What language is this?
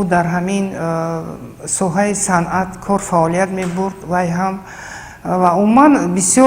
Tajik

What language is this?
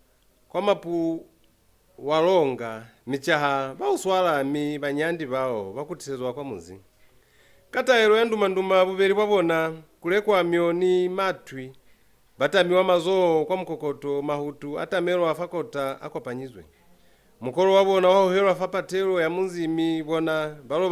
Lozi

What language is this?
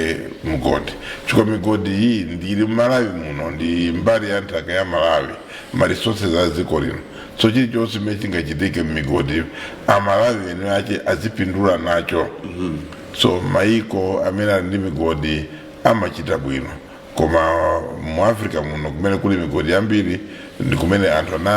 Nyanja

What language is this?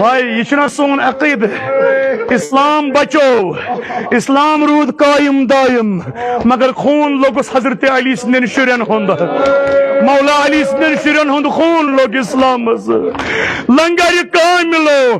Kashmiri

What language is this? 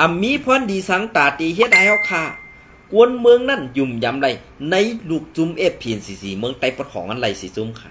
Shan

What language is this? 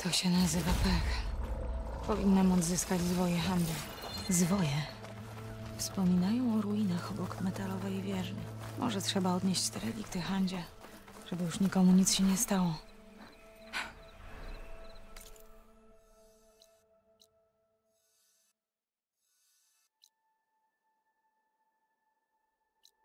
Polish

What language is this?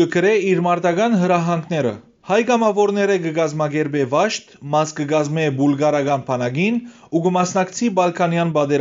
Western Armenian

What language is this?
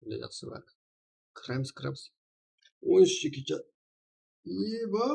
Kara-Kalpak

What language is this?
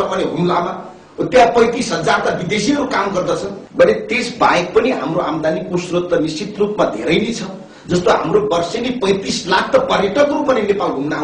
Nepali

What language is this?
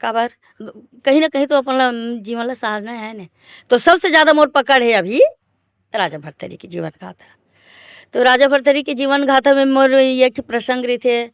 Chhattisgarhi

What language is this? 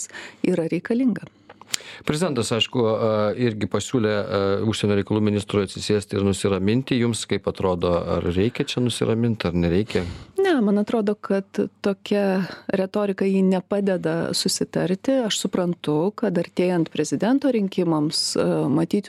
Lithuanian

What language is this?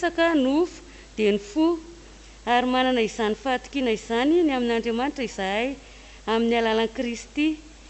Malagasy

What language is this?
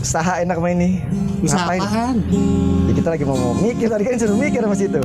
Betawi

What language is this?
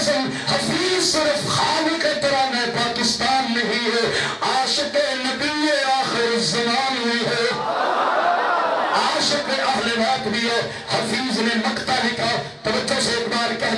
Urdu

